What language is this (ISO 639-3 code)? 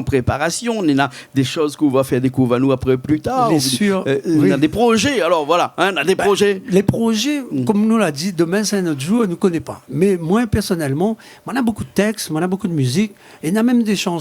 rcf